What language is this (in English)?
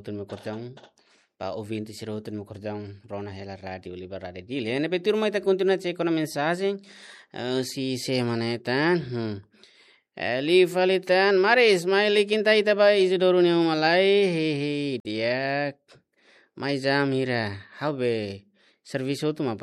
Tetum